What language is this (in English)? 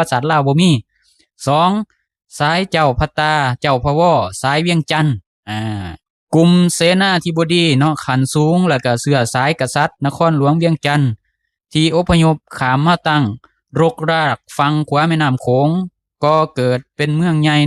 Lao